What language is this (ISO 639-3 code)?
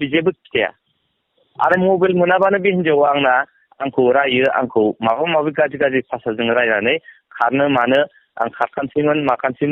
brx